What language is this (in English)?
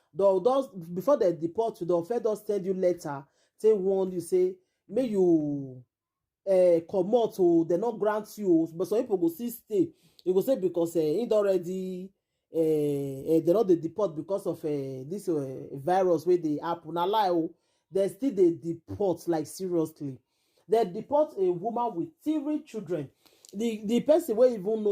Nigerian Pidgin